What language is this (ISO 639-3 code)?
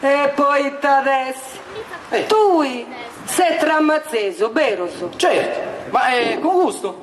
srd